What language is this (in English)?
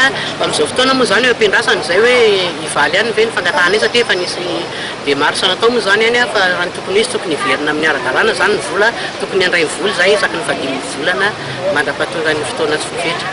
Malagasy